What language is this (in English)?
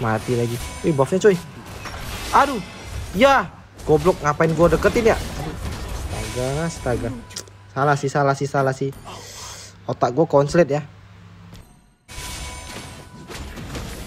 Indonesian